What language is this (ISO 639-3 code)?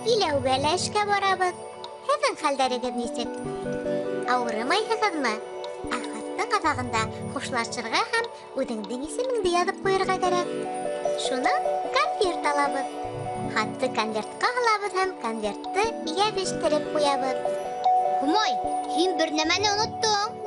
bak